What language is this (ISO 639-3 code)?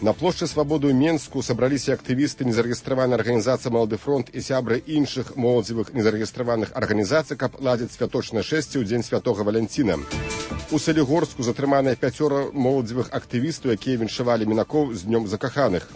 bel